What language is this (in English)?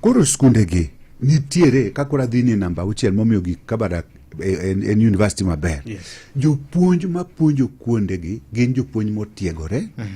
Luo (Kenya and Tanzania)